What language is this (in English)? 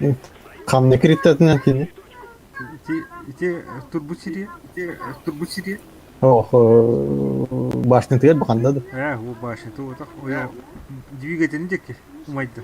Yakut